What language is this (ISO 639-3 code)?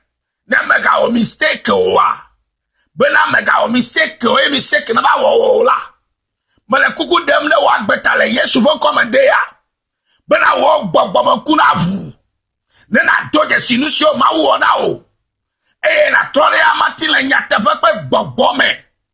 ewe